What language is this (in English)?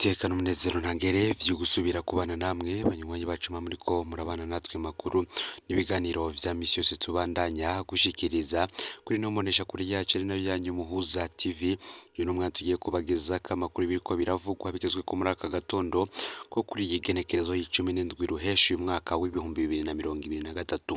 Rundi